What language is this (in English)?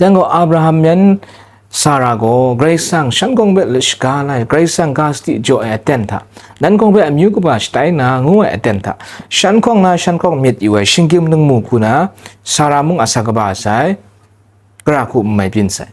Kachin